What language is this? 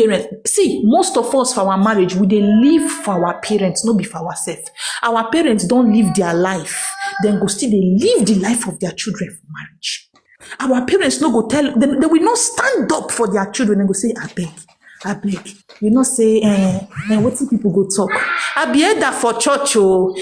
Nigerian Pidgin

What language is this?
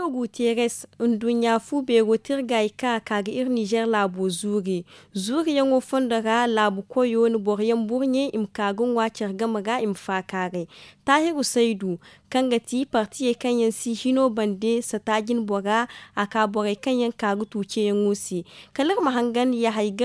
Zarma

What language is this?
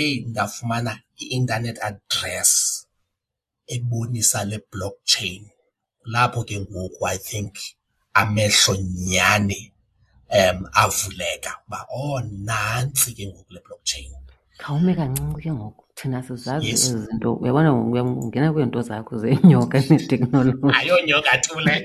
Xhosa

